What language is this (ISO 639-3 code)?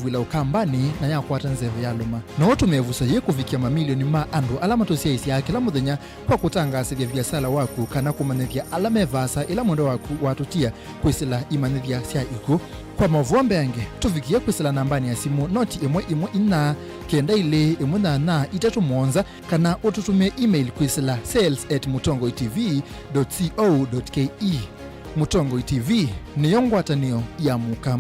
kam